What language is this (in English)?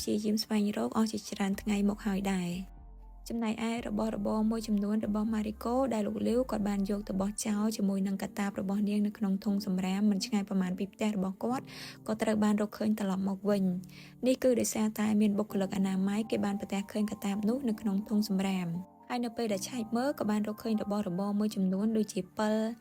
Khmer